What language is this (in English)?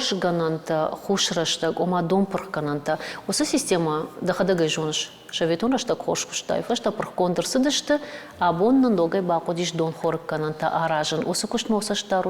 Ossetic